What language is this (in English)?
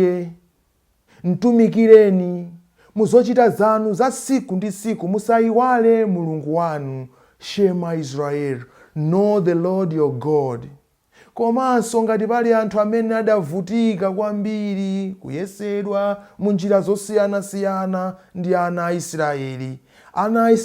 Nyanja